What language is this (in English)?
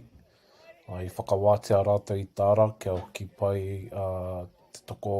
Māori